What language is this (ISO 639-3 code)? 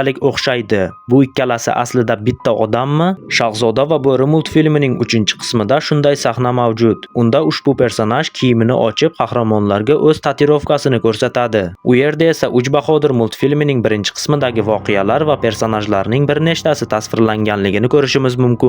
uzb